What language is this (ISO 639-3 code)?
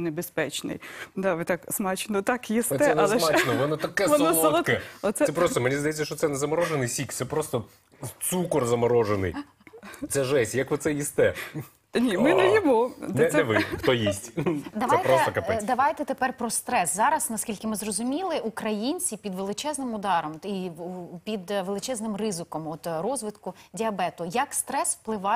ukr